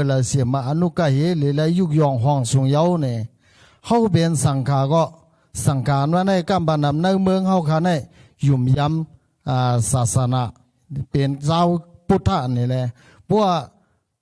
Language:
Shan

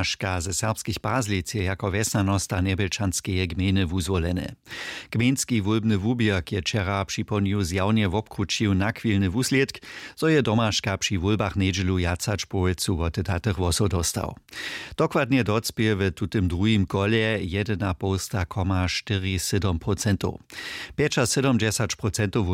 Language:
Upper Sorbian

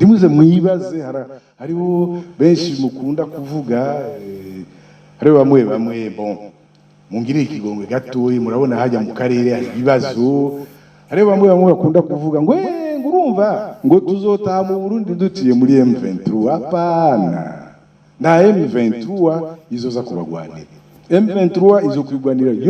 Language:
Rundi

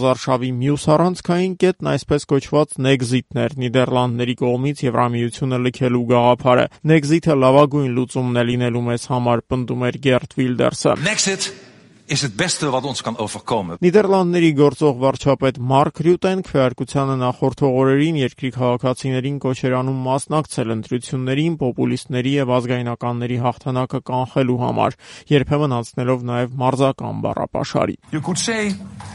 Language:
Armenian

